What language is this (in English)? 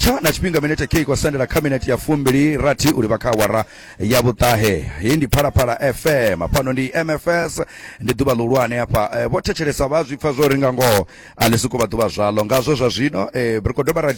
Venda